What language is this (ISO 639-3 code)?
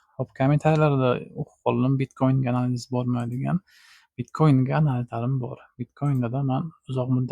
uzb